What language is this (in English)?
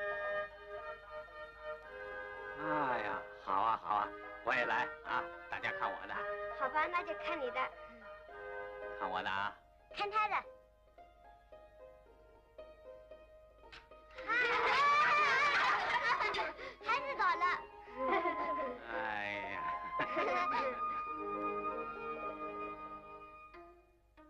Chinese